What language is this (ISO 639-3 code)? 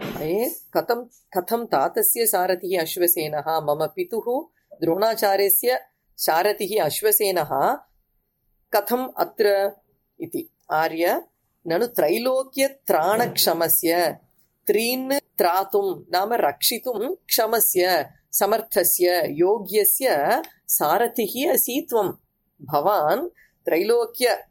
san